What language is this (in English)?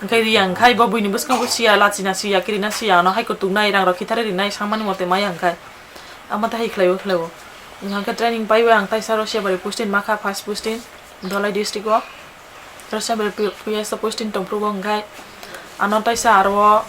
Kok Borok